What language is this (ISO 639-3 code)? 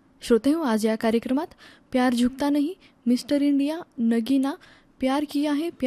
mar